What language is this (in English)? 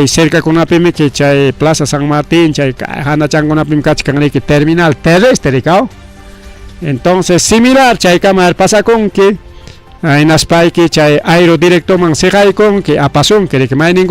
Ayacucho Quechua